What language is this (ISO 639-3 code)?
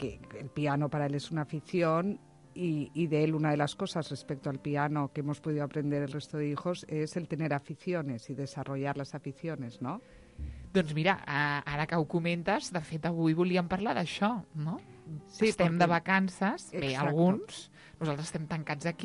cat